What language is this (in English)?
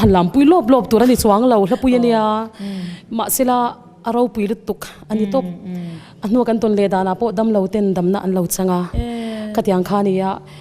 Mizo